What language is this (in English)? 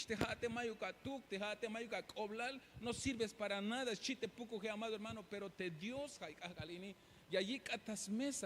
Tzeltal